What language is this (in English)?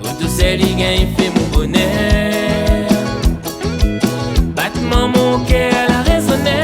Réunion Creole French